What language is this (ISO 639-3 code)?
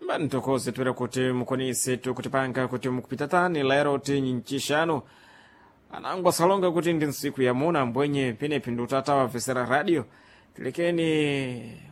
seh